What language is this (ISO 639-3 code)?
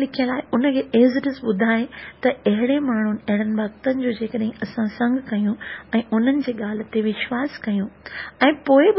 snd